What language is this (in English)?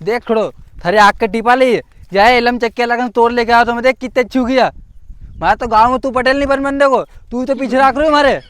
Rajasthani